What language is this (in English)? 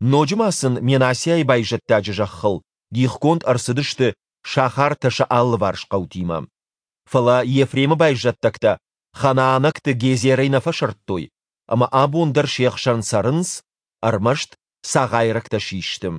Ossetic